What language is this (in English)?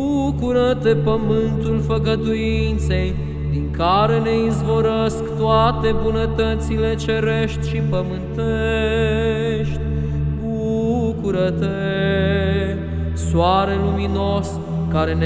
Romanian